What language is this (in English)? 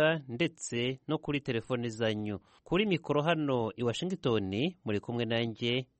Kinyarwanda